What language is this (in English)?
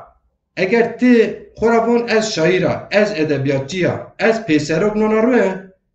Zaza